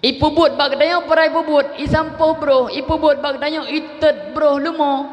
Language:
Achinese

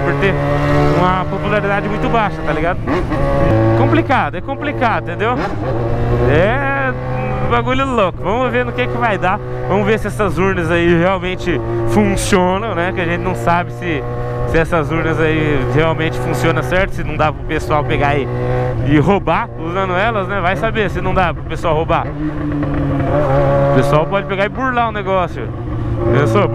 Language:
Portuguese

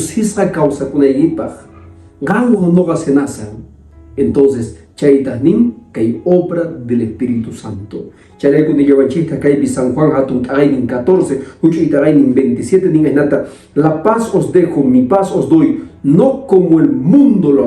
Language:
Quechua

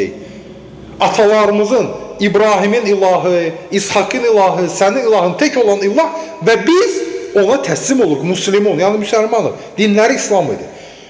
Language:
Azerbaijani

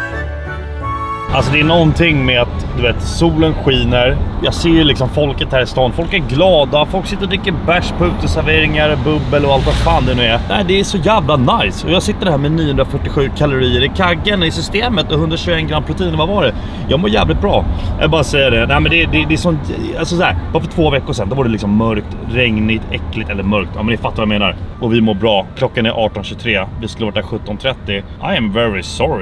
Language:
Swedish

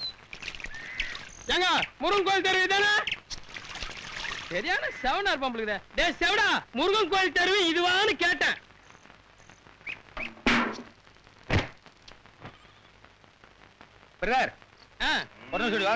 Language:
Tamil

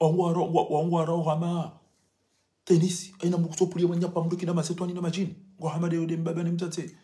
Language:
Ngazidja Comorian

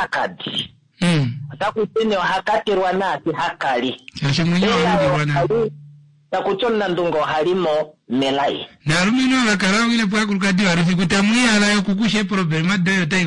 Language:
Kuanyama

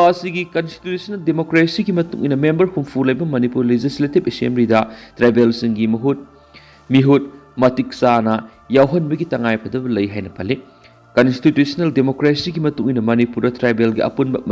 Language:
Manipuri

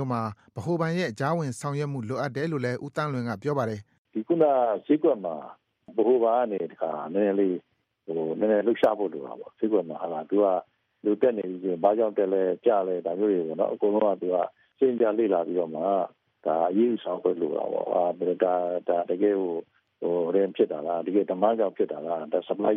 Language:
Burmese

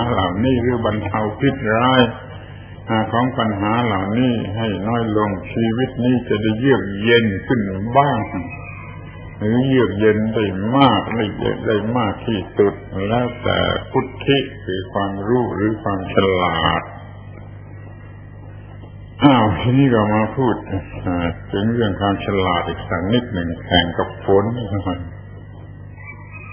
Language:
Thai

